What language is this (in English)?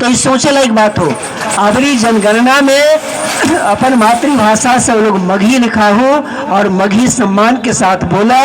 Magahi